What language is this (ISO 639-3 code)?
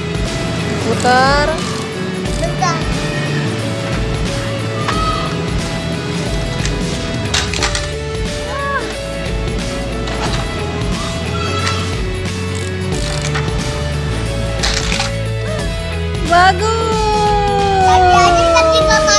ind